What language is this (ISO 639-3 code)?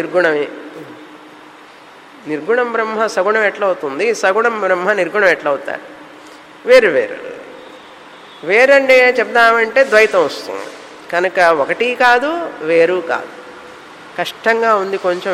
tel